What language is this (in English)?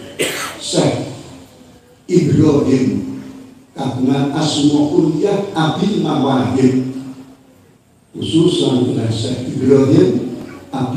Javanese